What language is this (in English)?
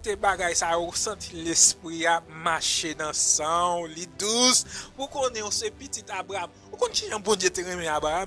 Haitian Creole